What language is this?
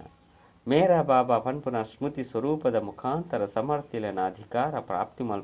Tulu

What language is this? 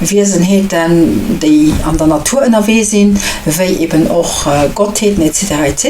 Luxembourgish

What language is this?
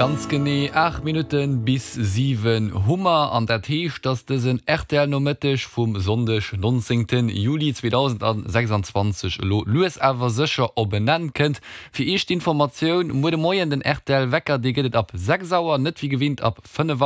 Luxembourgish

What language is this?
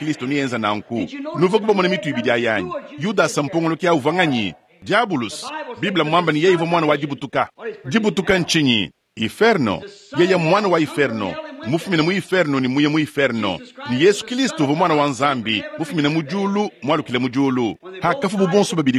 Luba-Lulua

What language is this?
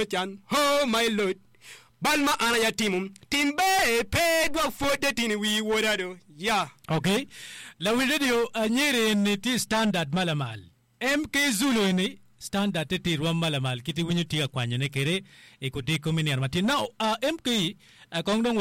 Acoli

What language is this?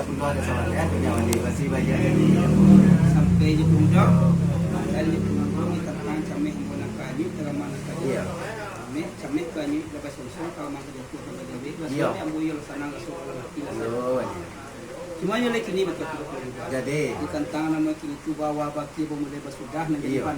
Minangkabau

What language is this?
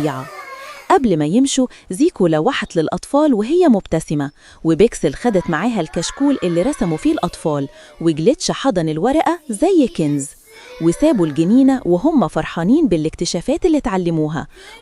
Egyptian Arabic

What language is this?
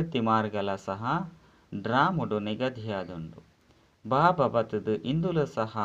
Tulu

